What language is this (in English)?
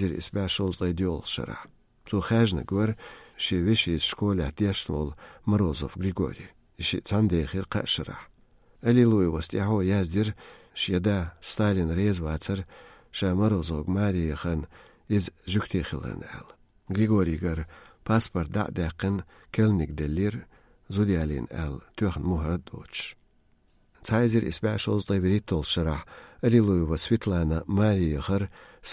Chechen